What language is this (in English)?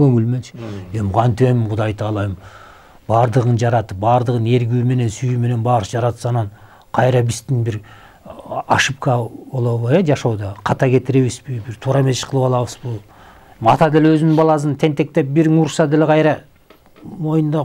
Kyrgyz